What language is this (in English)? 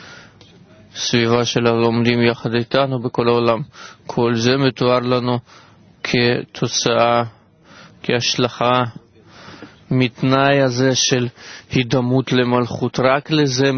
Hebrew